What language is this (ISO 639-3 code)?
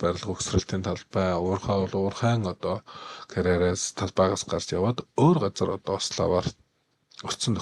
mon